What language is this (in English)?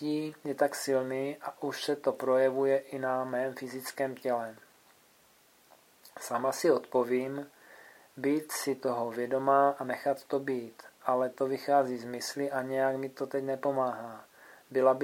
Czech